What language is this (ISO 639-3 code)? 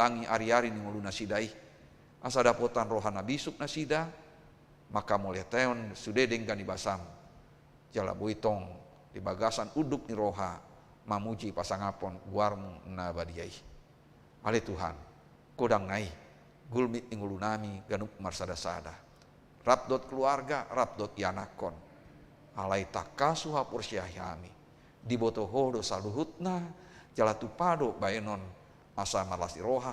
bbc